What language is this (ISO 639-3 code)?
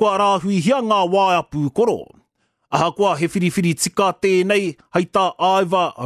mri